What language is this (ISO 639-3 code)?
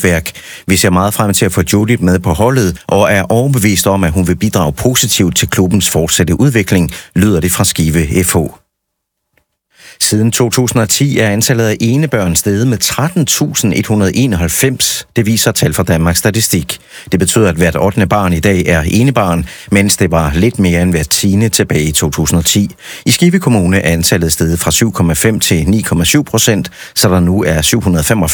dan